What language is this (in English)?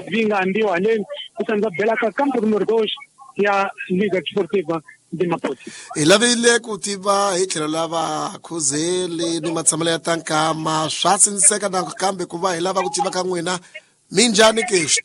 Tsonga